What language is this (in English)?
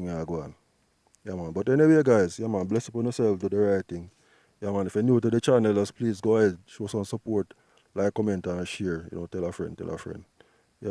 Jamaican Creole English